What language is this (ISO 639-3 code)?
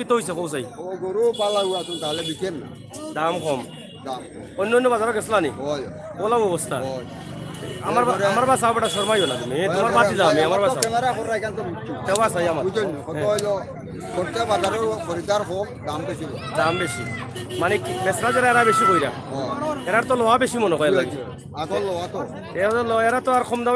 syl